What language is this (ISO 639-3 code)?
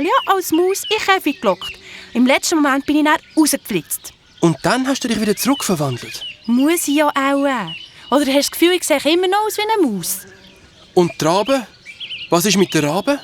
gsw